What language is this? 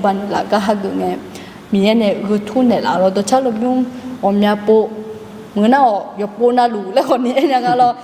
Akha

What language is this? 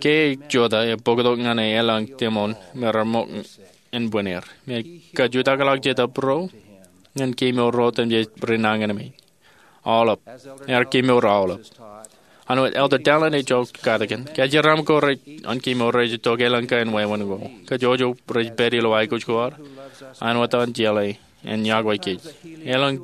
Marshallese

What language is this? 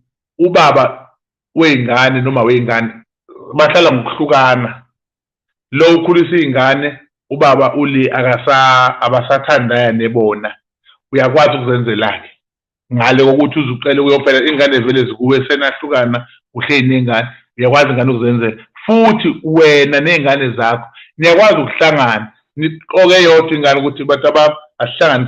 Zulu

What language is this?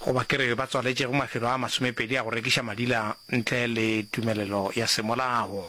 Northern Sotho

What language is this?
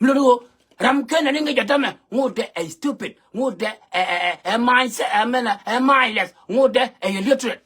Nuer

